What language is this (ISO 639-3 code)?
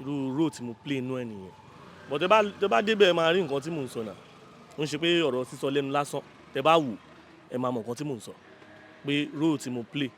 yor